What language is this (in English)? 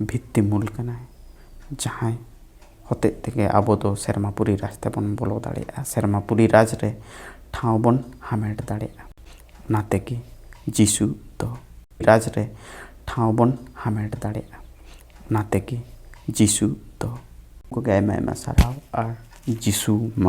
Santali